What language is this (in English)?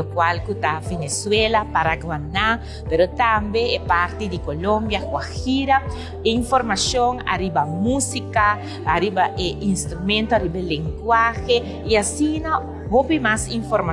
Papiamento